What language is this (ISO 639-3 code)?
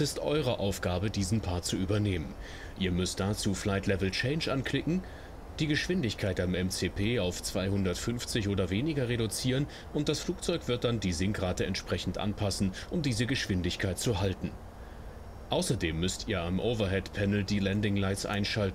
deu